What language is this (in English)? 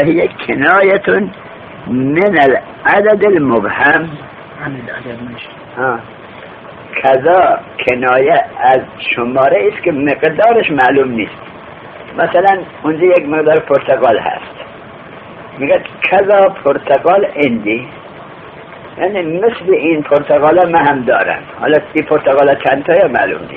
Persian